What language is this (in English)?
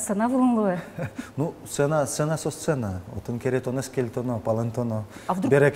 Udmurt